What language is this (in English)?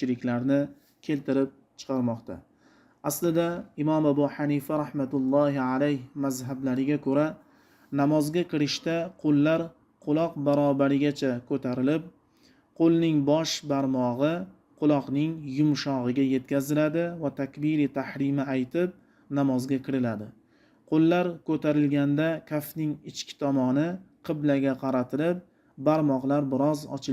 Uzbek